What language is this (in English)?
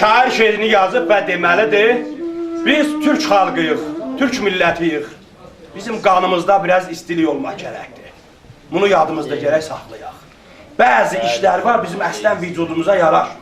South Azerbaijani